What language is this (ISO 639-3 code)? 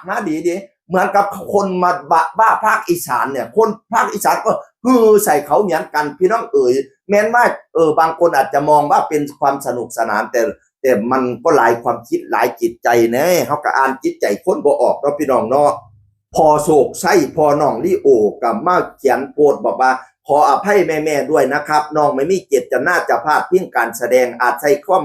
tts